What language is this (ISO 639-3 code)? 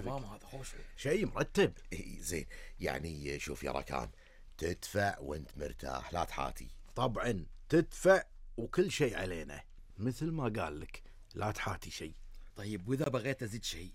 afb